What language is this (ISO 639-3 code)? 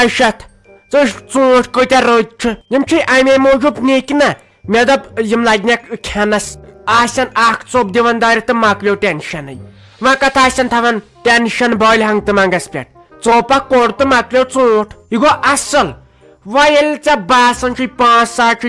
kas